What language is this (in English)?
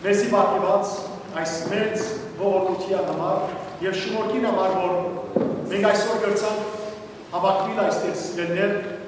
Western Armenian